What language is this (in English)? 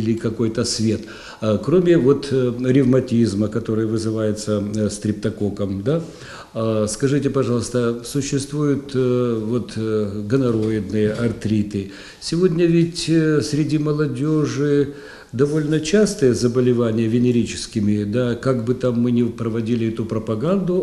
Russian